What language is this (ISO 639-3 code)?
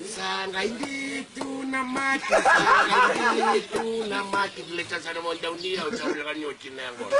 fij